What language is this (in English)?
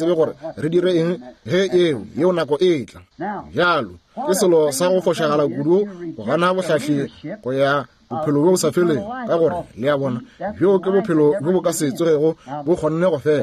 Northern Sotho